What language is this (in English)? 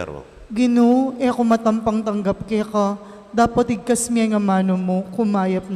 Pampanga